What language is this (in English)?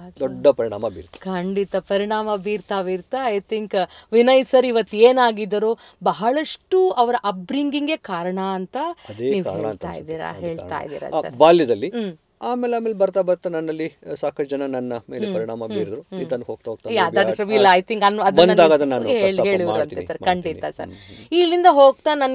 Kannada